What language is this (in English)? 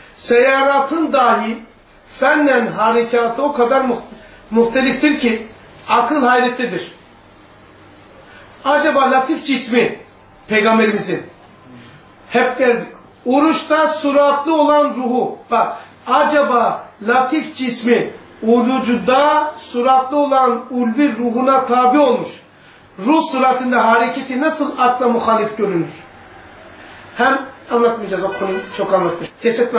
Turkish